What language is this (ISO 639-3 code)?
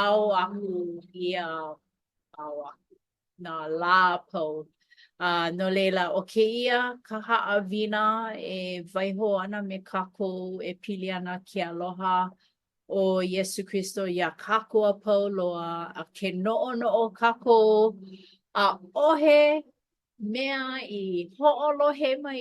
haw